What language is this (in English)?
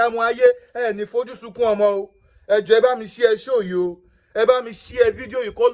Yoruba